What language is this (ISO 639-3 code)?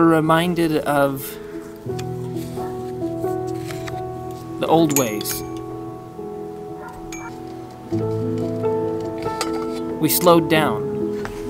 eng